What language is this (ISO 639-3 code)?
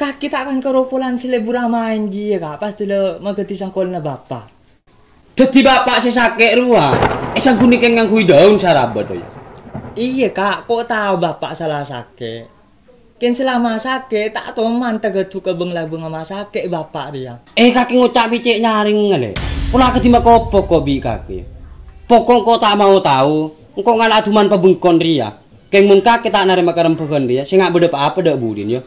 mad